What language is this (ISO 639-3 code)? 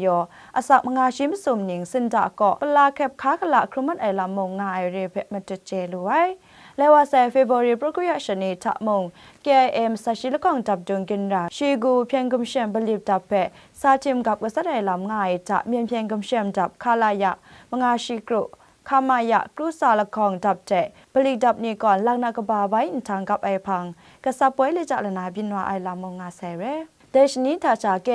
kac